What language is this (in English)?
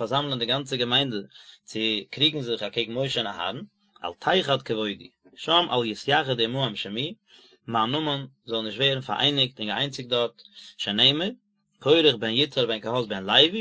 Yiddish